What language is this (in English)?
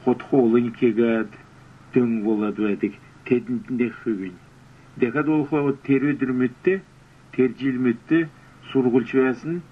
Kalmyk